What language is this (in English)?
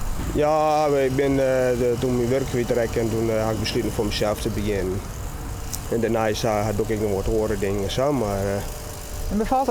Western Frisian